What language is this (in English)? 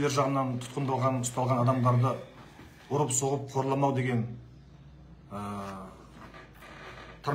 Kazakh